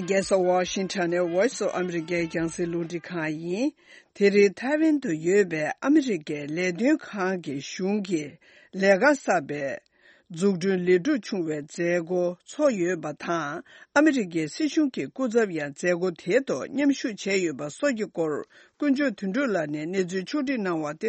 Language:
Tibetan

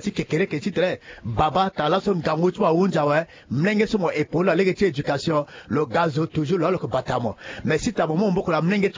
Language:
Sango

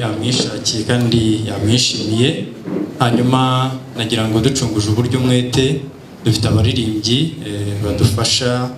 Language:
Kinyarwanda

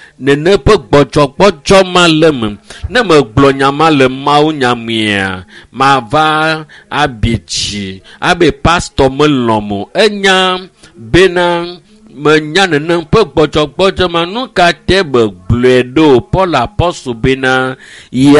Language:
Ewe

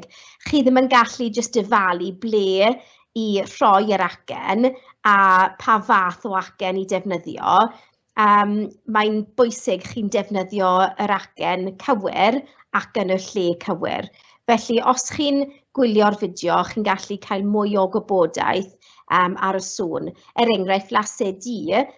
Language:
Welsh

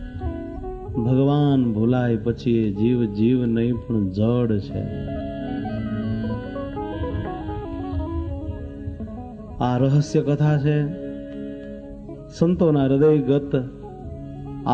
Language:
Gujarati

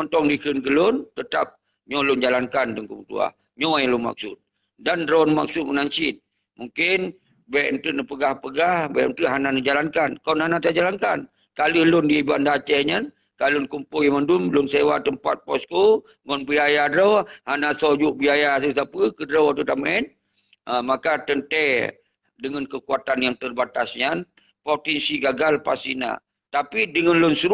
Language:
Achinese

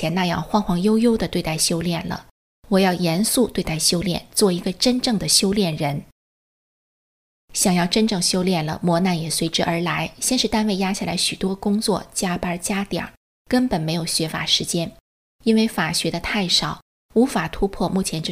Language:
Chinese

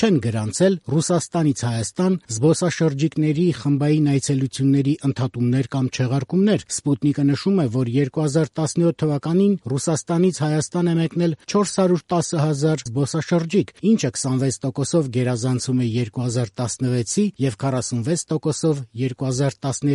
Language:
Armenian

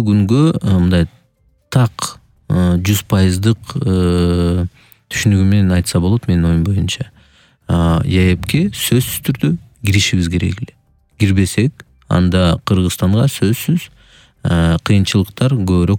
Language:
Kyrgyz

